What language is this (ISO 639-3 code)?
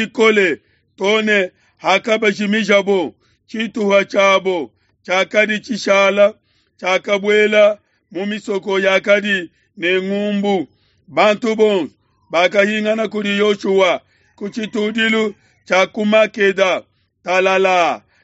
lua